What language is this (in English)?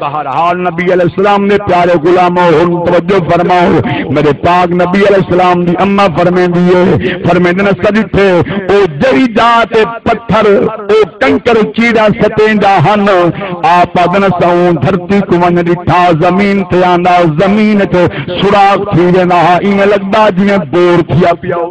Saraiki